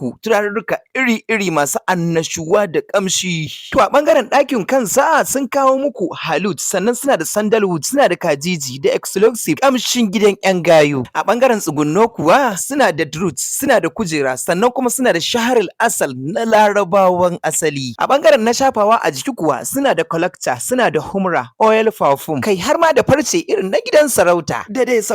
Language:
Hausa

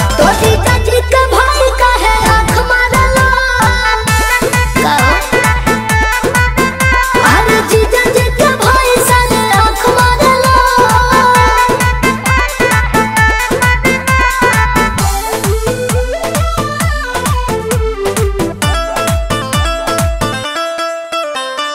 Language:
Bhojpuri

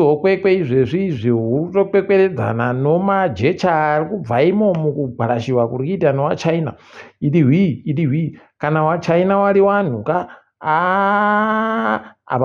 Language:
Ndau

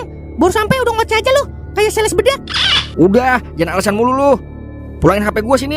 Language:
Betawi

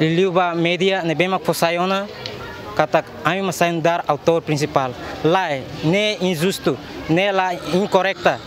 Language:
Tetum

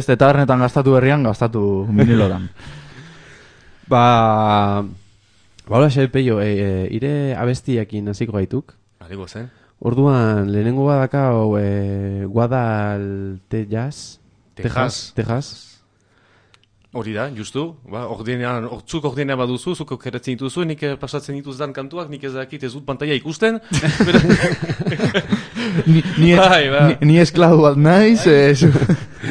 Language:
Basque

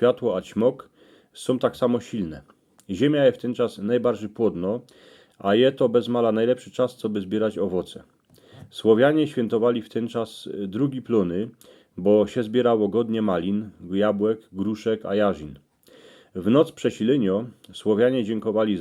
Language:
Silesian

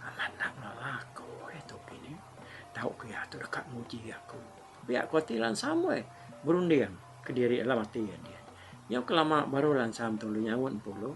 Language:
Iban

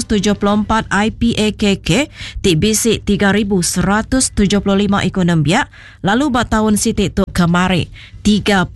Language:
Iban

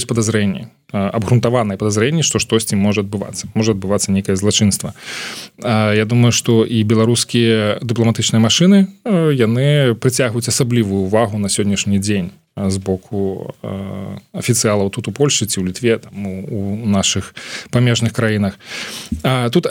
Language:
Belarusian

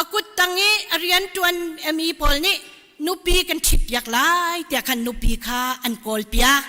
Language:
Hakha Chin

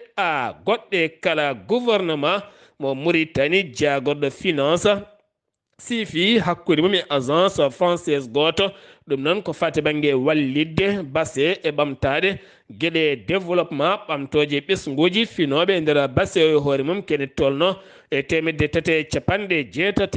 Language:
Fula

